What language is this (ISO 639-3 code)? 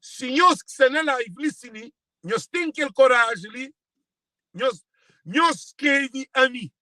kea